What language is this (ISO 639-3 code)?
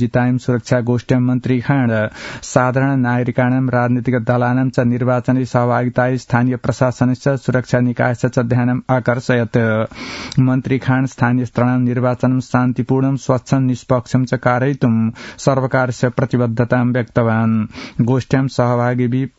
san